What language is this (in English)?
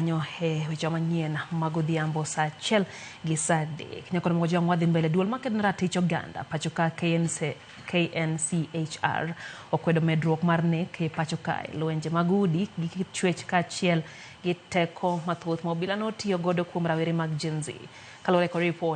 Luo (Kenya and Tanzania)